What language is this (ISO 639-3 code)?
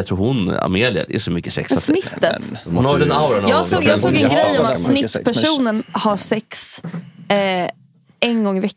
swe